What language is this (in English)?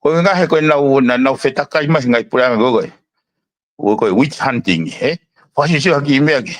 Tongan